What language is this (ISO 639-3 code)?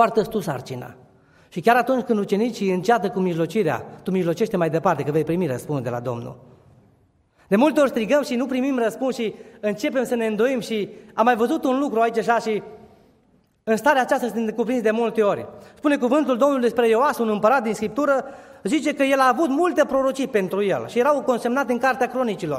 ron